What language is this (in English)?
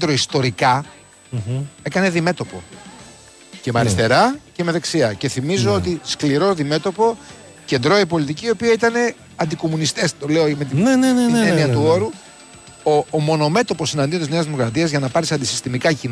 Greek